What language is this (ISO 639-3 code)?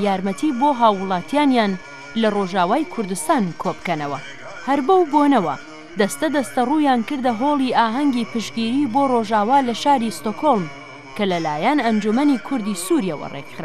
kur